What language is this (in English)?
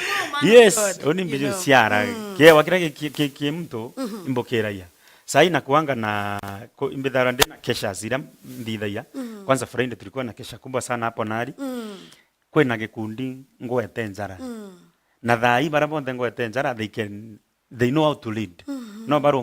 Meru